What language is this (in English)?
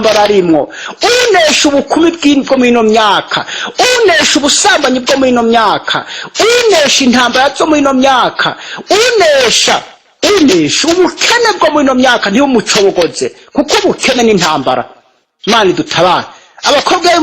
Rundi